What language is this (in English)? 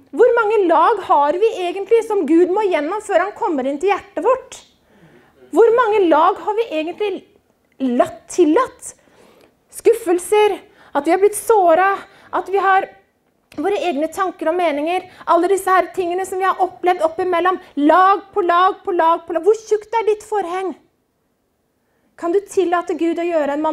Norwegian